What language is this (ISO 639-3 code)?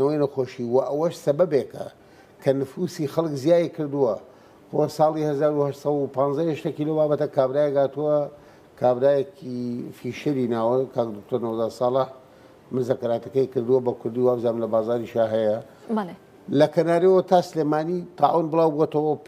ckb